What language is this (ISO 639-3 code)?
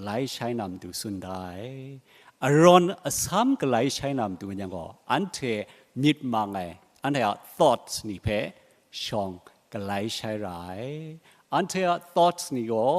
kac